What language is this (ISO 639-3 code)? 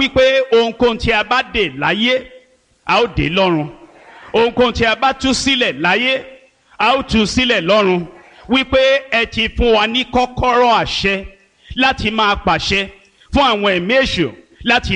yor